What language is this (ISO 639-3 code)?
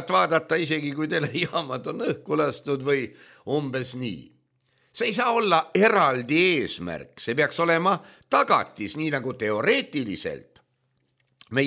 est